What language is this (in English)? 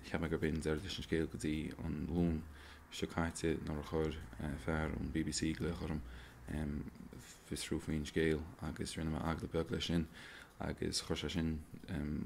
Irish